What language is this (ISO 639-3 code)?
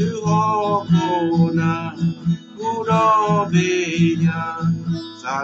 ksw